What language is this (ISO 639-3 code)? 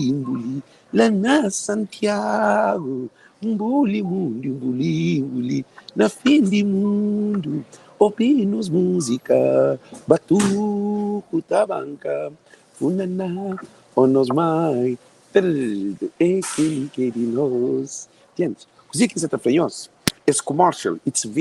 kea